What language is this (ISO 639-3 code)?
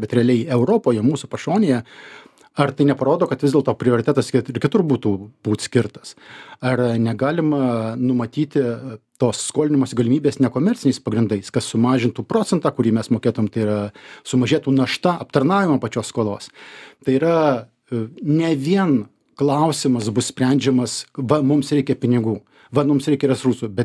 lit